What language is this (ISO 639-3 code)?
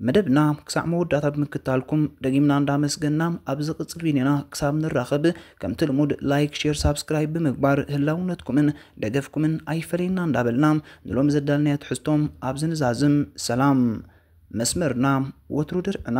tir